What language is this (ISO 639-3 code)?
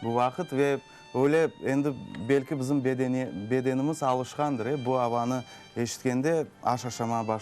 crh